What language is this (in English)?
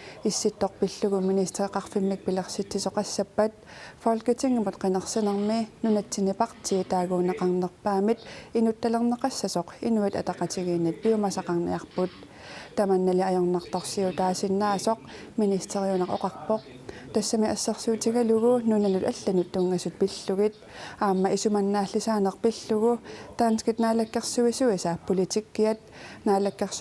Kalaallisut